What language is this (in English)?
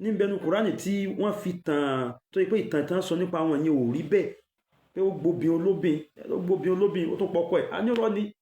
Yoruba